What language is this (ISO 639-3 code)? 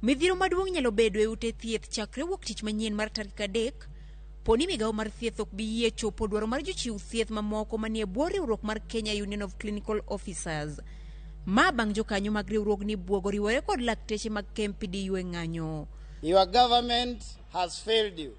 luo